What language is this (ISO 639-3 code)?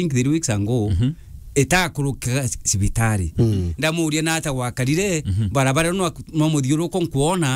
mer